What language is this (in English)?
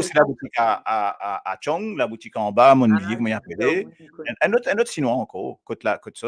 Morisyen